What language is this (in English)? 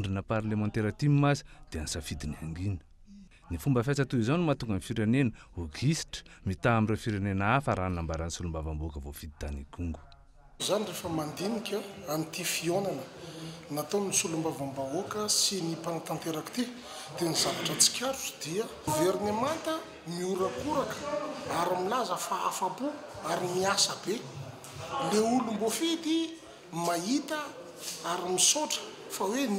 Malagasy